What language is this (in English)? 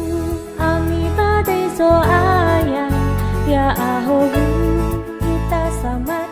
Nias